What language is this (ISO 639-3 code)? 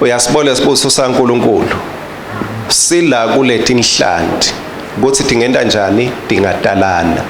ssw